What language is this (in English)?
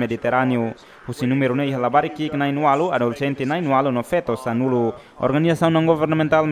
Tetum